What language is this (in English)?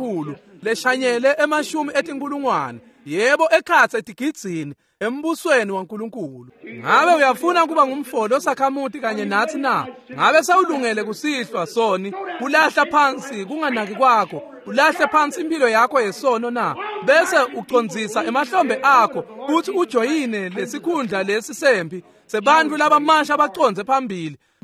Swati